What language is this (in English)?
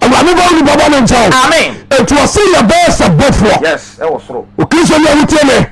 Akan